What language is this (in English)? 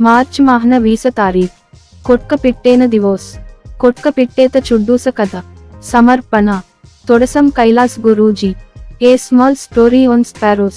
Gondi